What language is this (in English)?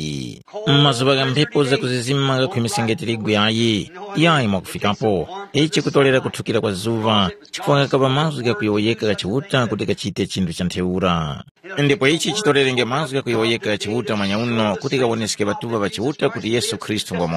Tumbuka